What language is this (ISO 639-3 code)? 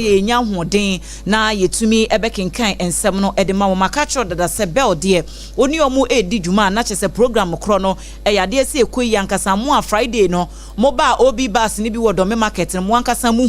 aka